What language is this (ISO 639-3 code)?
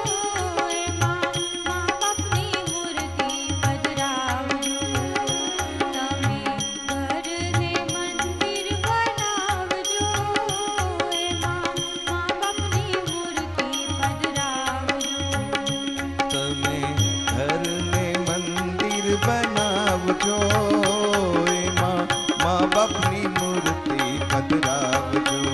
guj